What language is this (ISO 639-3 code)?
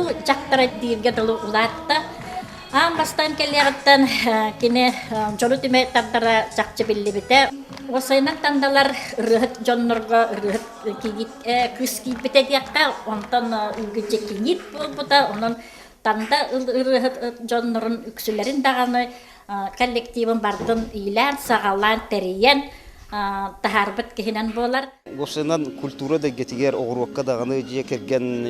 sah